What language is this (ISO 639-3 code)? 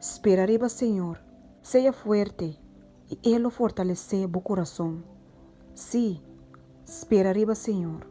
pap